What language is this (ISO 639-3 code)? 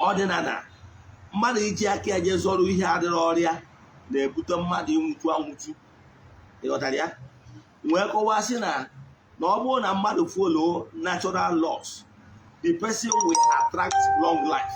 ibo